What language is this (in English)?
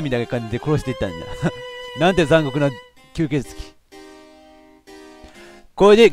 Japanese